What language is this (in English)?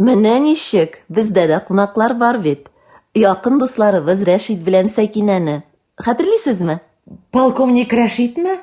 Tatar